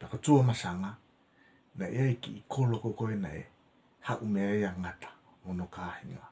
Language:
Tongan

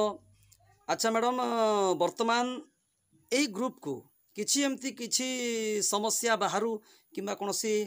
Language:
Odia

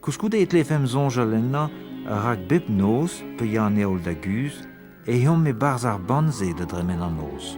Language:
Breton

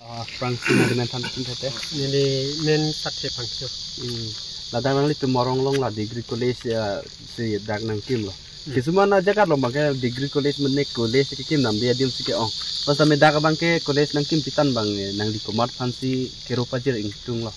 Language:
Karbi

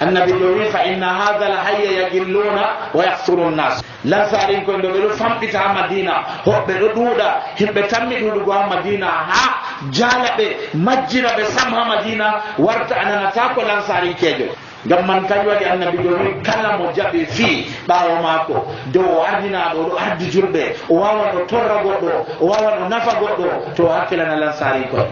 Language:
Nigerian Fulfulde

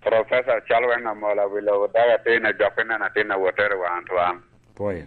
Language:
Lango (Uganda)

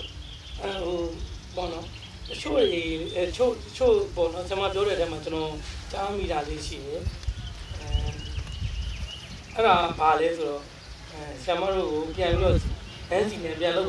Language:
Burmese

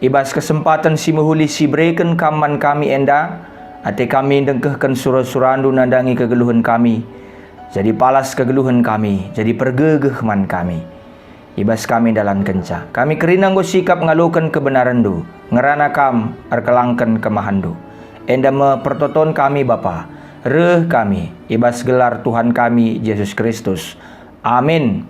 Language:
Batak Karo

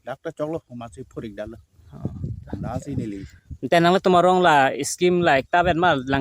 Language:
Karbi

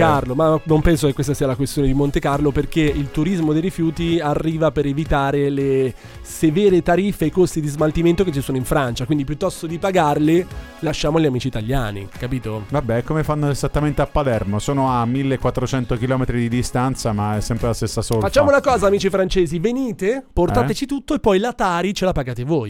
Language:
Italian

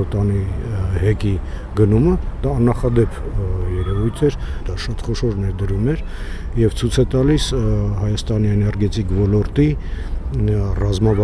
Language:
Armenian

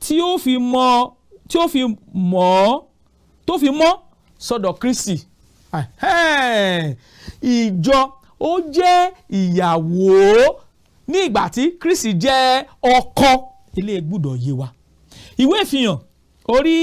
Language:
Yoruba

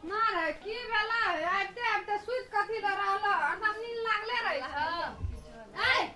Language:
Maithili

